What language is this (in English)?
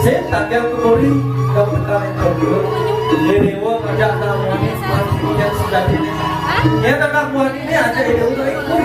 Balinese